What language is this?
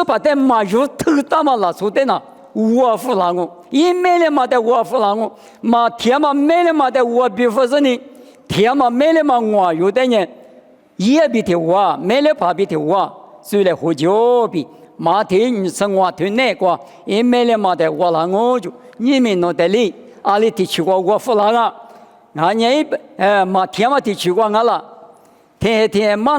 Lisu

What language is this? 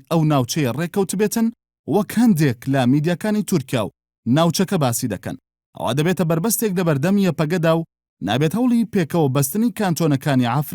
Central Kurdish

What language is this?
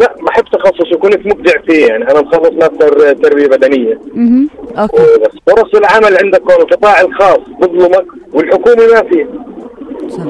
North Levantine Arabic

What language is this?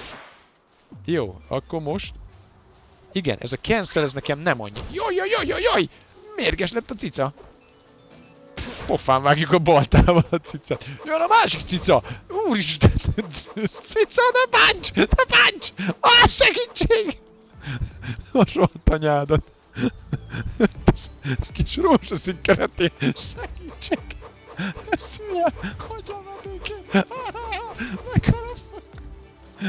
Hungarian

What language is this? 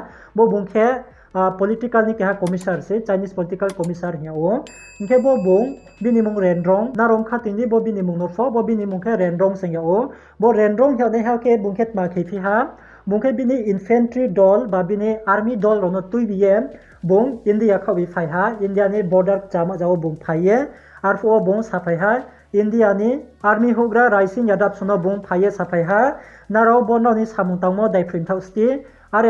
Riang (India)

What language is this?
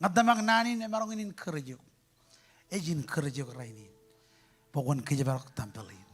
Marshallese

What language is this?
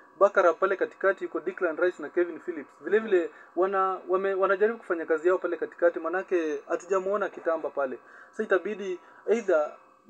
Swahili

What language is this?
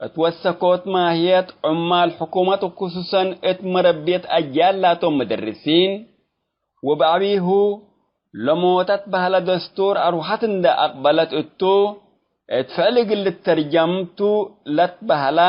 Tigre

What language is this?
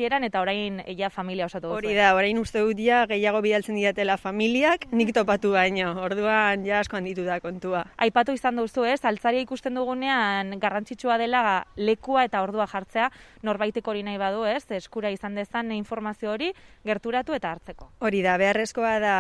Basque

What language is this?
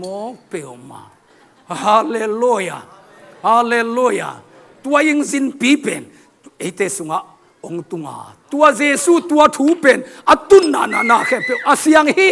Tedim Chin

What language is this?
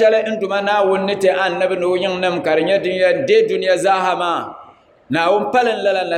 Dagbani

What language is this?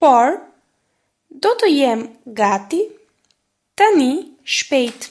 Albanian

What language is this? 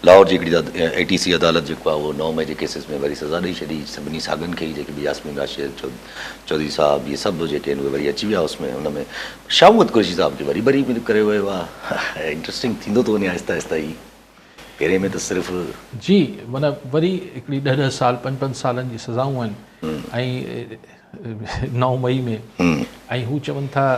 Sindhi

